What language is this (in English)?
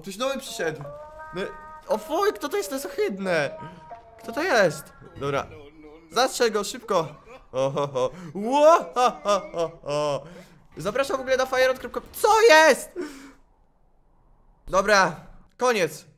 Polish